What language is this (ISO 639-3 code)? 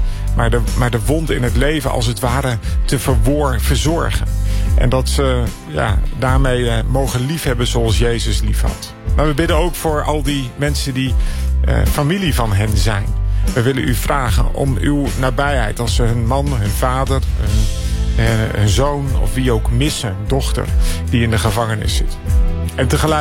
nld